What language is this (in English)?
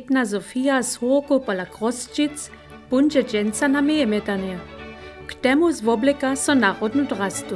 Upper Sorbian